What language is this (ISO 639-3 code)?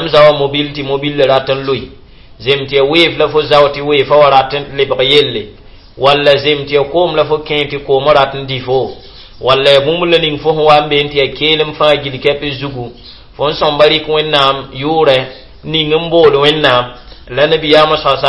mos